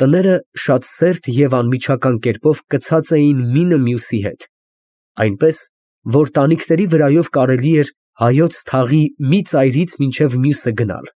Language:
Armenian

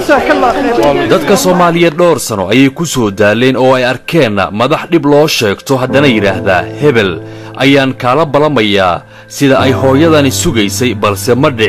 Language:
Somali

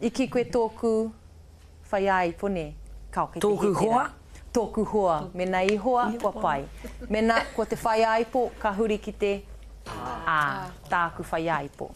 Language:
Māori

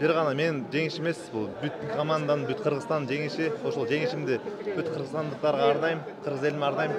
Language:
Kyrgyz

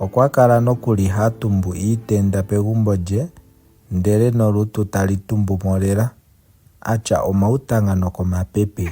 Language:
Ndonga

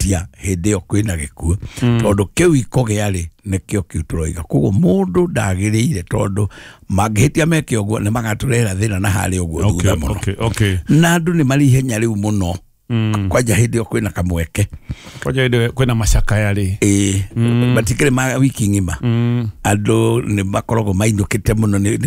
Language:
Kikuyu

